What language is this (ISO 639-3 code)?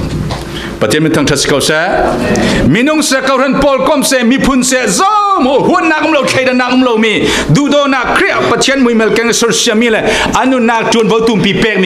cfm